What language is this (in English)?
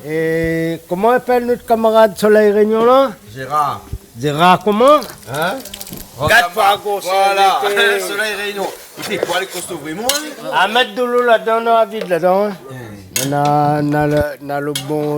Réunion Creole French